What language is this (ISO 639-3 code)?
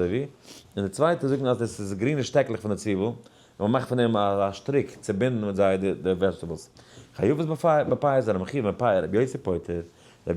yid